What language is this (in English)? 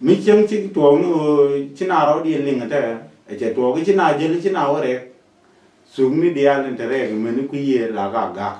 Nuer